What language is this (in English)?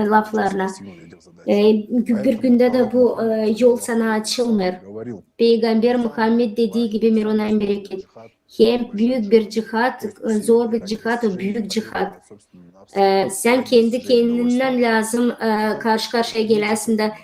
Gagauz